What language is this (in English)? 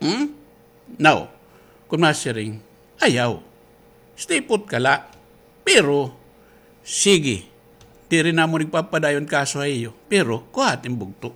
Waray